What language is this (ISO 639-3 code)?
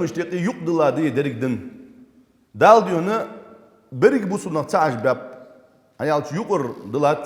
inh